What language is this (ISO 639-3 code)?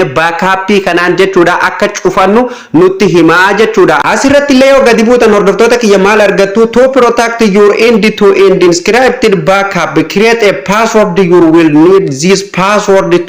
orm